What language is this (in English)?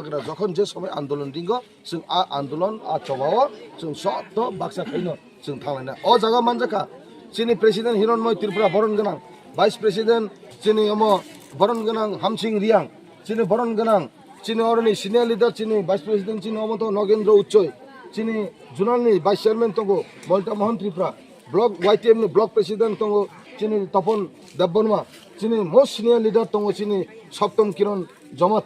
Kok Borok